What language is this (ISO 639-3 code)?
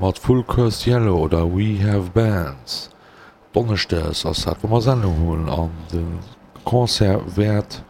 ltz